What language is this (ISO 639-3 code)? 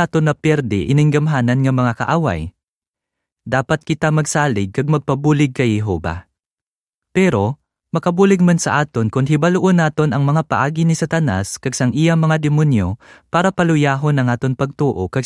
hil